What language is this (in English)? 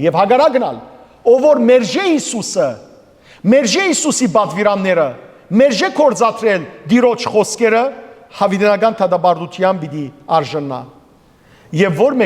Western Armenian